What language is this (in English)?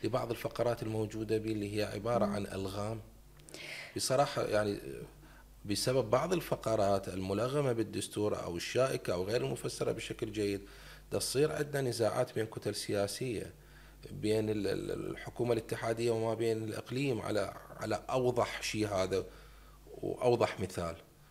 Mesopotamian Arabic